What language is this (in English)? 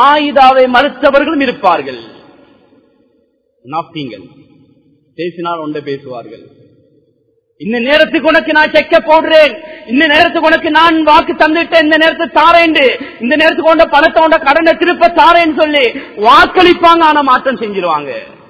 Tamil